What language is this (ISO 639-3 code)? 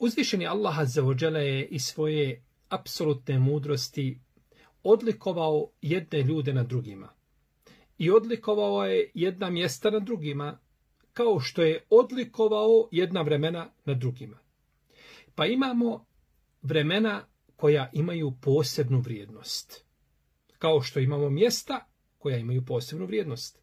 bos